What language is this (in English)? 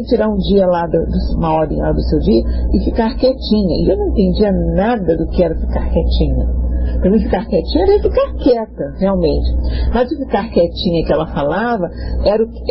Portuguese